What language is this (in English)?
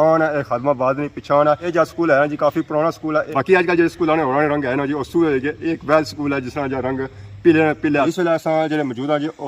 Pahari-Potwari